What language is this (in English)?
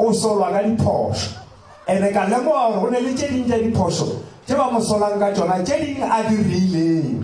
Northern Sotho